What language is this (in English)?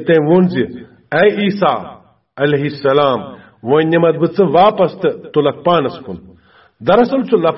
Kashmiri